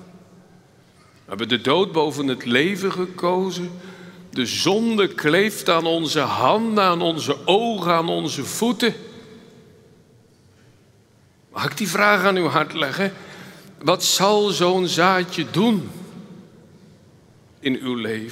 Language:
Dutch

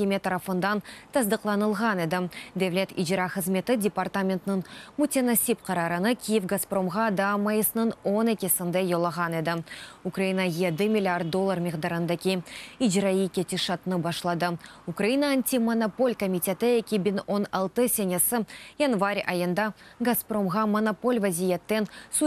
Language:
Crimean Tatar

